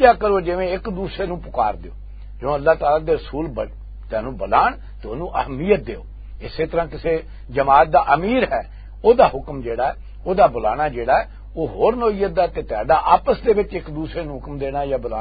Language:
Western Panjabi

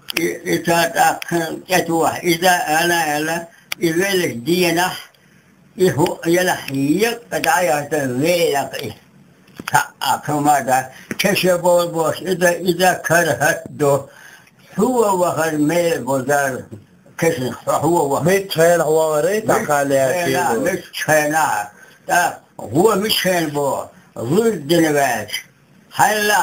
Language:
Chechen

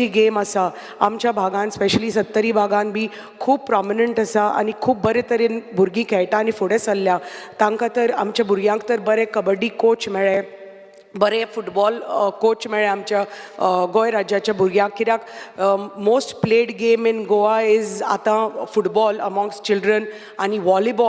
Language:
Konkani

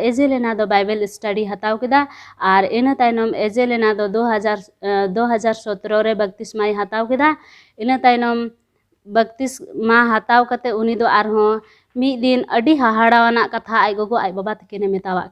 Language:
Santali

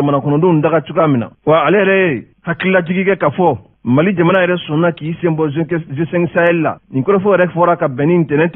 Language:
Bambara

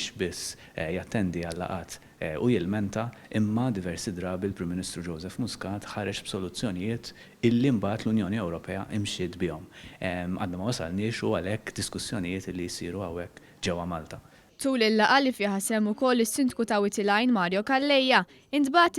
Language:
Maltese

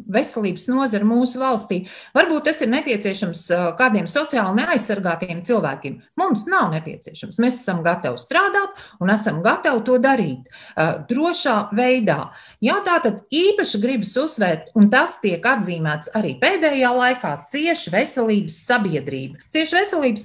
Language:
Latvian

